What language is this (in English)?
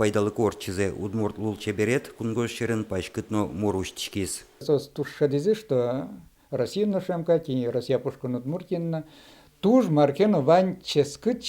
Udmurt